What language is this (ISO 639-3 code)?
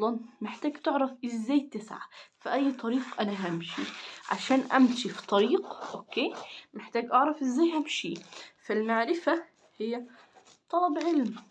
arz